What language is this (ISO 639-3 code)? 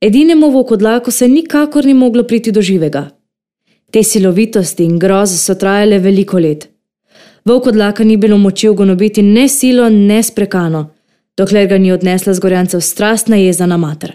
slv